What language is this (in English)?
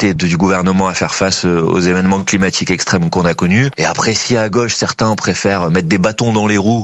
French